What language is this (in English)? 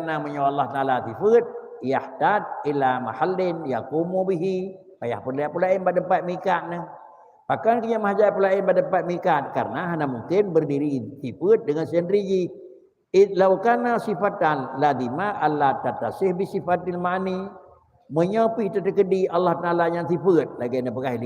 Achinese